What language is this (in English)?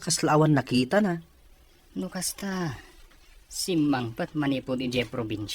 Iloko